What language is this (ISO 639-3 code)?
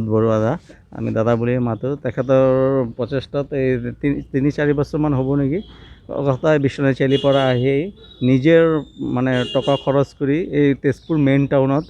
asm